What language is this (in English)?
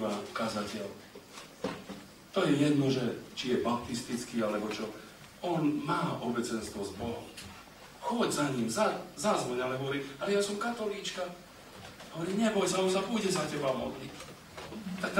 Slovak